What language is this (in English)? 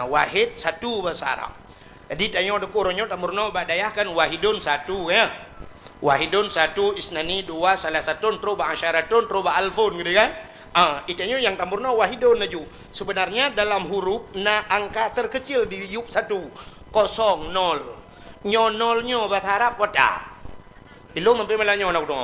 Achinese